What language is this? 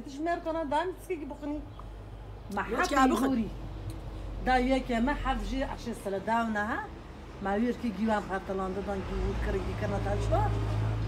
Kurdish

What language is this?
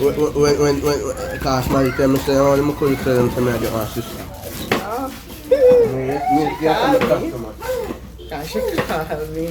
Jamaican Creole English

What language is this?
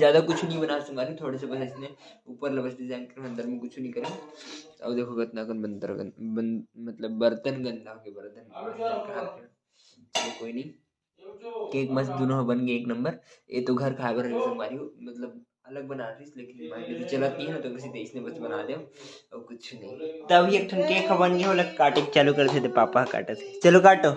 Chhattisgarhi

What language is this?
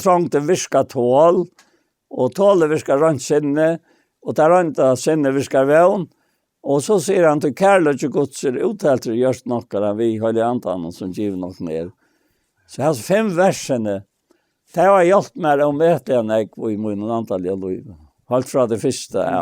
Faroese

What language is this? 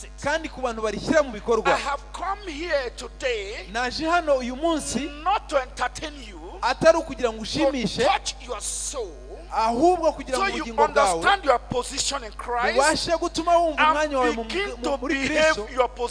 Kinyarwanda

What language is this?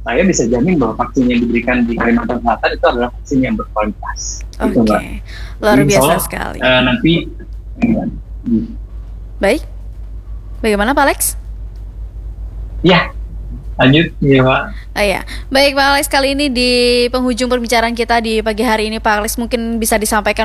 Indonesian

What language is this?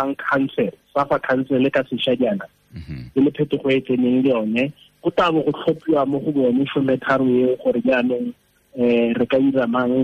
Tswana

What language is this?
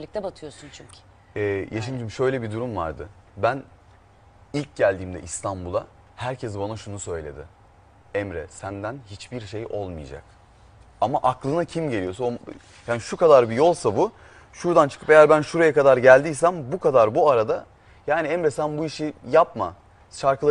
Turkish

